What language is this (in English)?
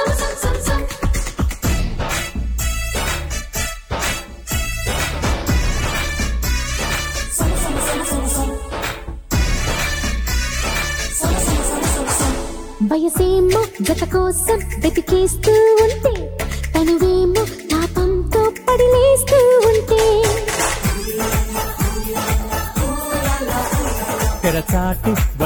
Telugu